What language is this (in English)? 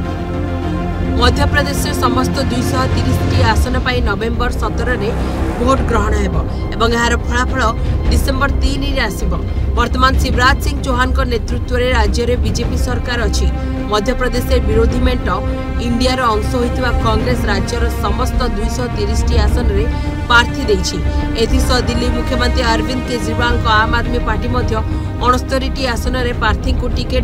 Odia